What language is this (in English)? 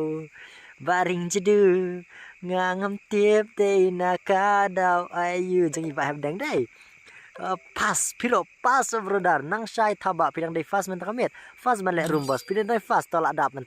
Khasi